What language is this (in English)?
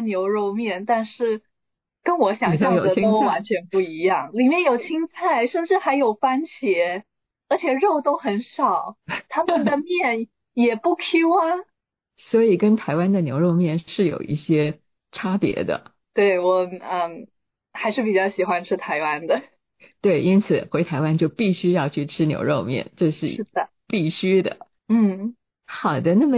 Chinese